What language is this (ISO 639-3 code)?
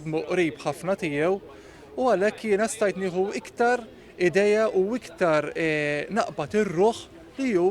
mlt